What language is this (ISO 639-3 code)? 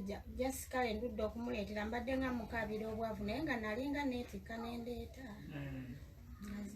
lug